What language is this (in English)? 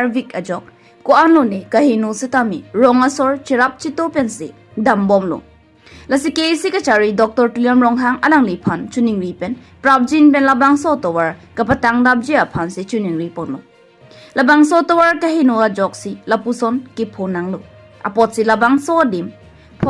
Karbi